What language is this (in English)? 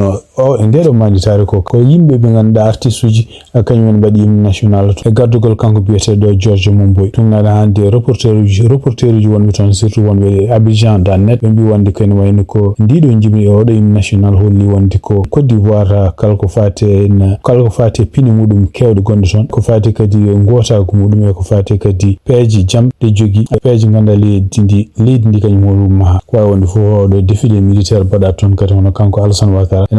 Fula